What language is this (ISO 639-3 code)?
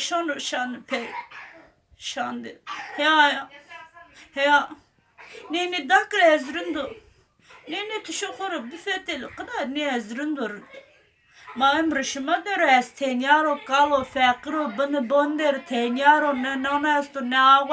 zza